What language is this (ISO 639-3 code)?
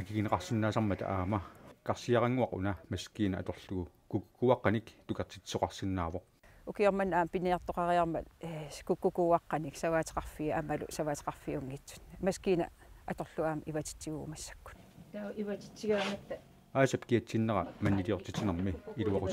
kal